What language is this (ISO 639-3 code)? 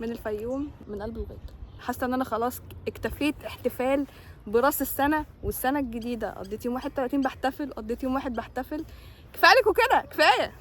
arz